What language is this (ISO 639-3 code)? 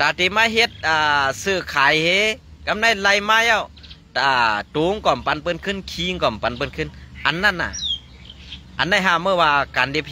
shn